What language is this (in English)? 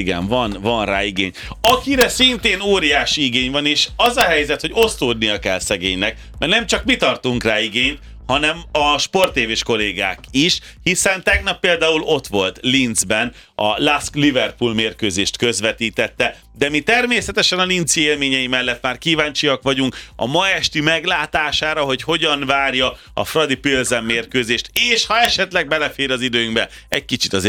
Hungarian